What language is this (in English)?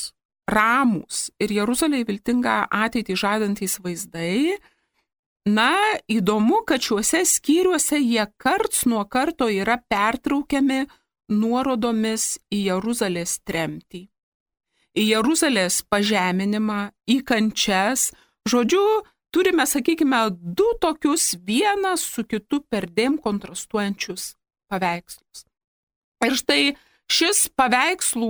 Lithuanian